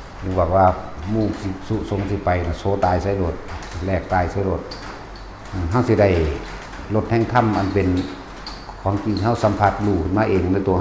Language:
Northeastern Thai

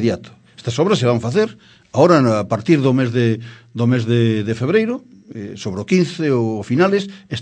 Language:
Galician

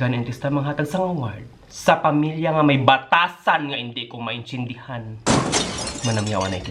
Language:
Hiligaynon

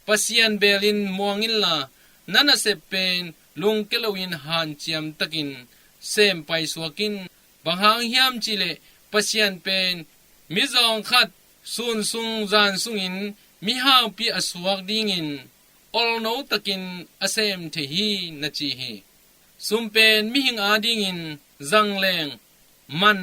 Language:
Tedim Chin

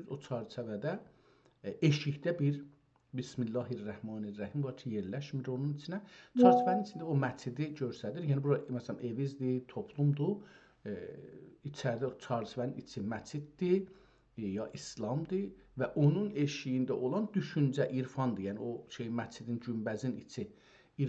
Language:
South Azerbaijani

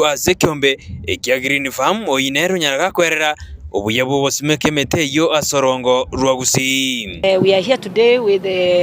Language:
Gusii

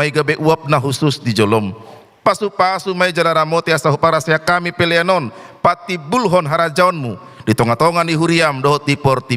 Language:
Batak Toba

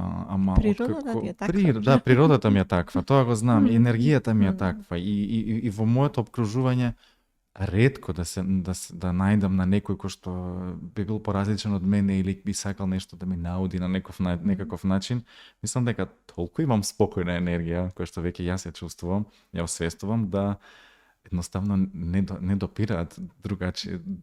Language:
Macedonian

